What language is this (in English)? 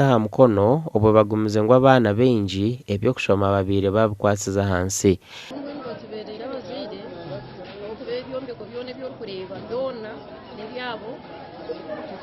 Nyankole